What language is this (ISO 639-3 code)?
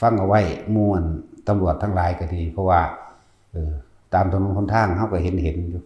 tts